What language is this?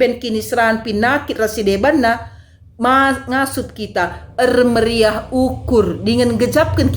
Batak Karo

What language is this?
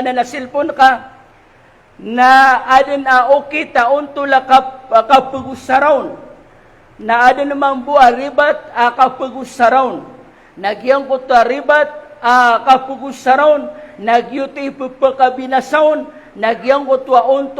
Maranao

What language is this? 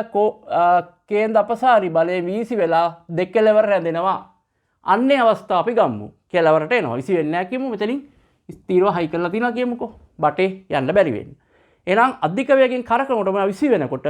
Sinhala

